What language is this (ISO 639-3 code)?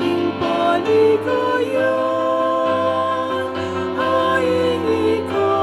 pam